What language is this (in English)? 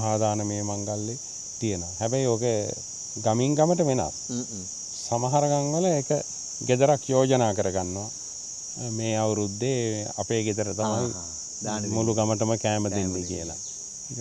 Sinhala